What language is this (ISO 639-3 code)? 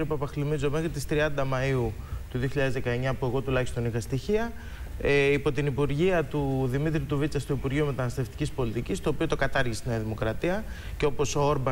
ell